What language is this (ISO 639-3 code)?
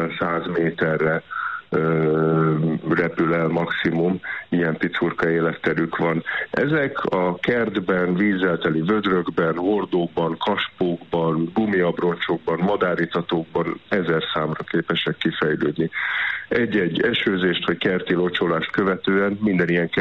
hun